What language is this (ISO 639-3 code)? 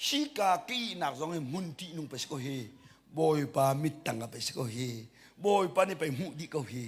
cnh